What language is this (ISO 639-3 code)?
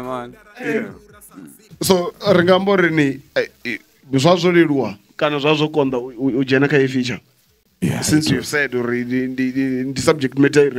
ven